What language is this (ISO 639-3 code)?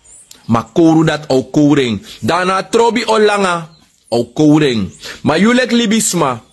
srn